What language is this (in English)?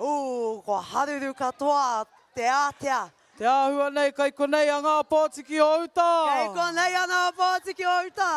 Māori